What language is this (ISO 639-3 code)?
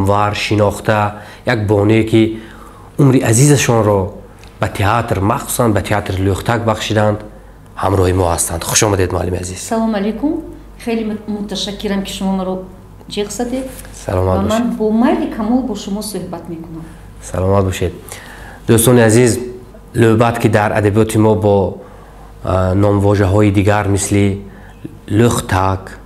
tgk